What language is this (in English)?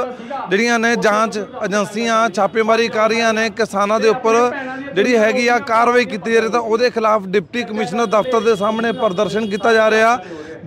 Punjabi